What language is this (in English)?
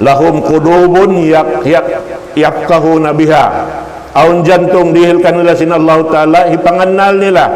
Tausug